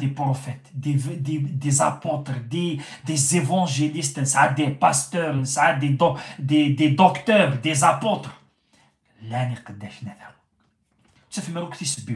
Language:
Kabyle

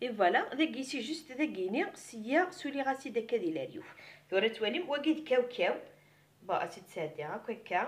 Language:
Kabyle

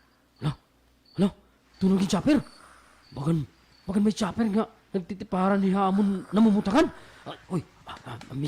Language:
Waray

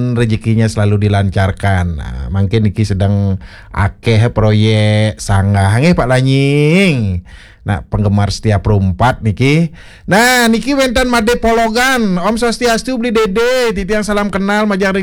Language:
Balinese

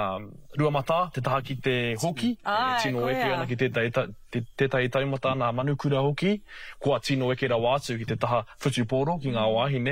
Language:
Māori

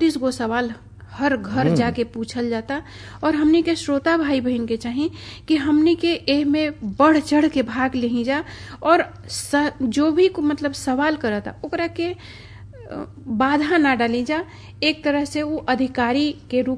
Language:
Bhojpuri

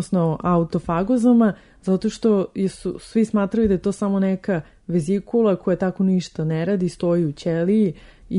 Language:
Serbian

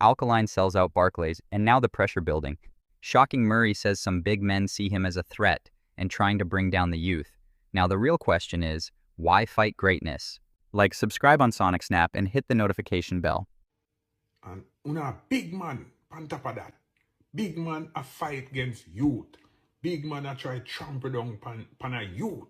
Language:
Jamaican Creole English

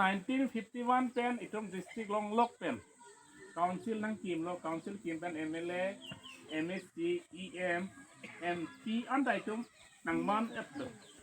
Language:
Karbi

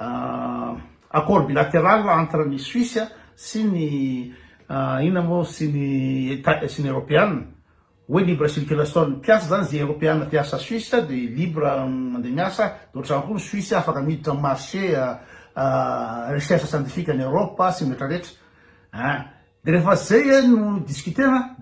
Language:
Malagasy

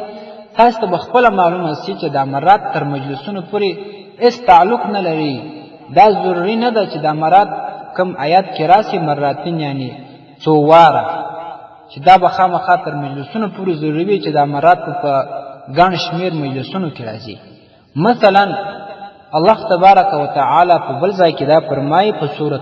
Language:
Pashto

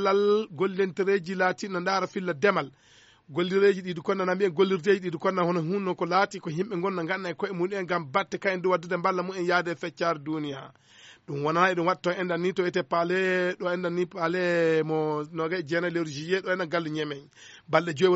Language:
Fula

